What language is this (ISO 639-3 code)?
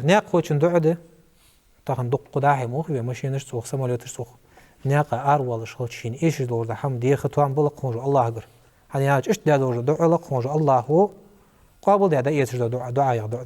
inh